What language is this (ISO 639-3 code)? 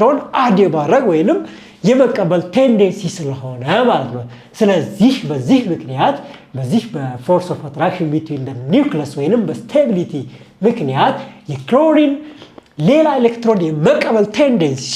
amh